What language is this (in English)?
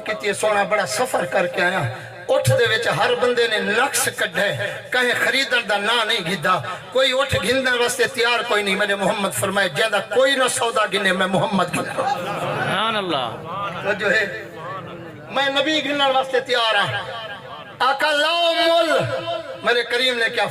Saraiki